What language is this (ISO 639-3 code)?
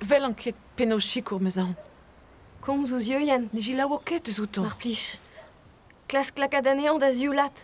bre